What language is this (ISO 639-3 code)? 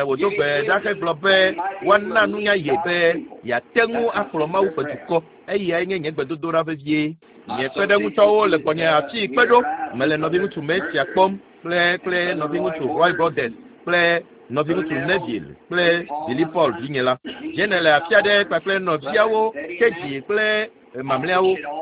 ewe